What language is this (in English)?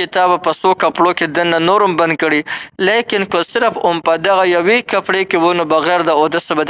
Pashto